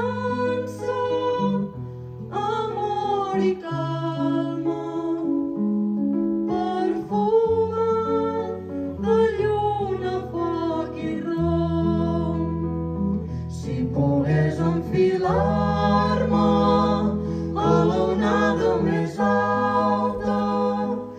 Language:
Catalan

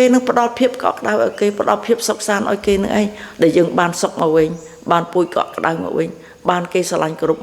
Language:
Khmer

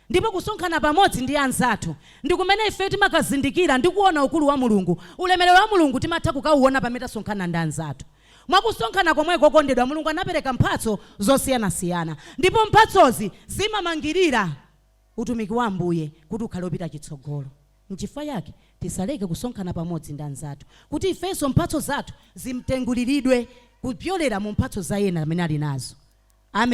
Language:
Nyanja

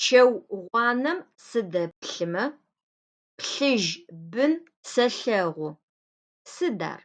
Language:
Adyghe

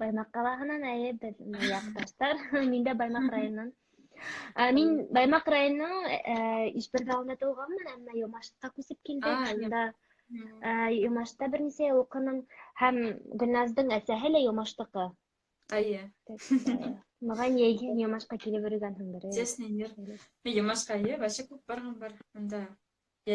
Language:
Bashkir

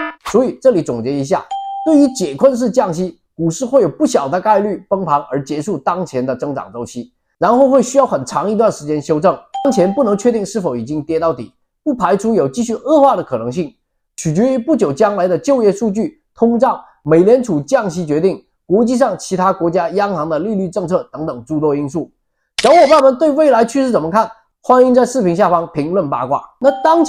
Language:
Chinese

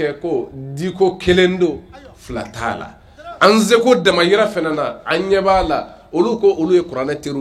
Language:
Bambara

